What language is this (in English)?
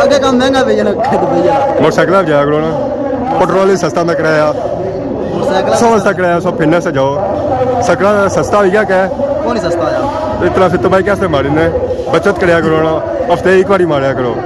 Pahari-Potwari